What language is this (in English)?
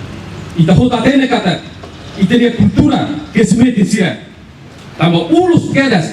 Tetum